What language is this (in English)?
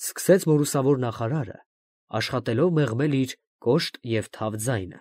Armenian